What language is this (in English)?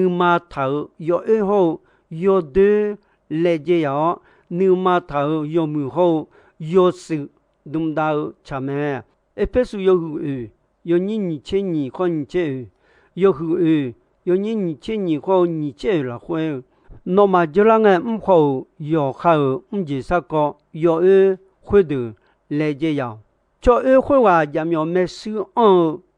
Akha